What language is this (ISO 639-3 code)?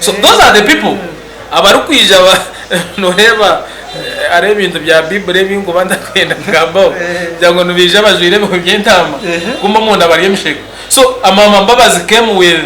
nyn